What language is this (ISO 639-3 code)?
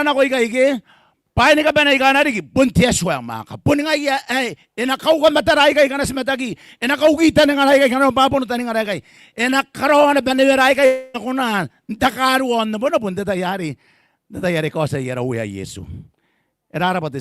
gil